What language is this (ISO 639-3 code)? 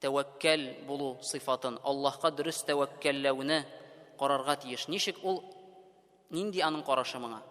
tat